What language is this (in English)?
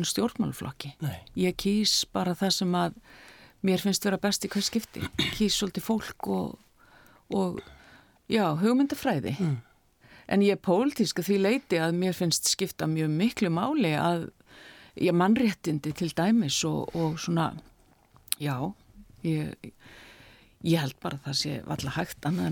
Icelandic